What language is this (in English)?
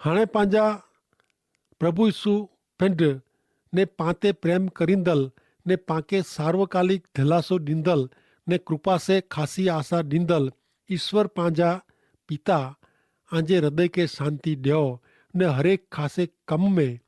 Kachhi